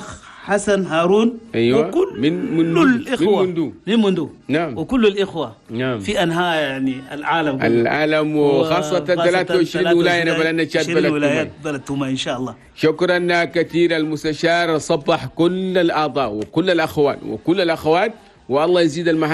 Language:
Chadian Arabic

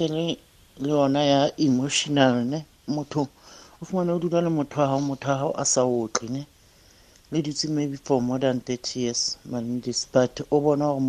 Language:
Tswana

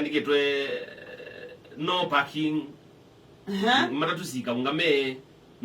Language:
Kamba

